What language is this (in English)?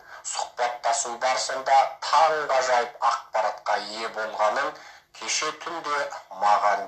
Kazakh